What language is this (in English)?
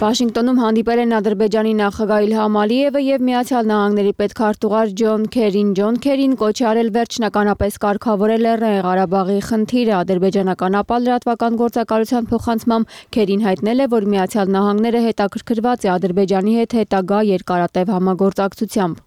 Armenian